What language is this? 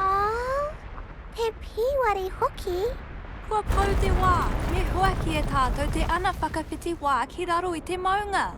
Māori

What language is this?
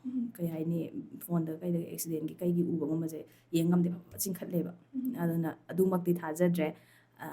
Manipuri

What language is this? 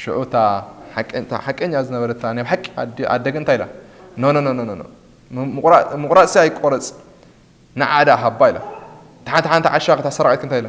Tigrinya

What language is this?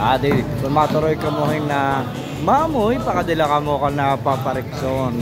Waray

